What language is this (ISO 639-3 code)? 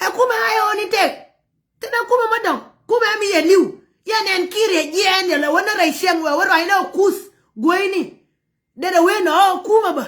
nus